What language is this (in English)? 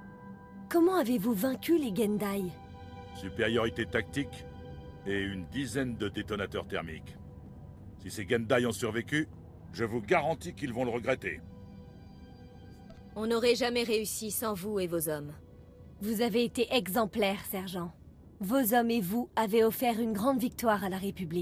French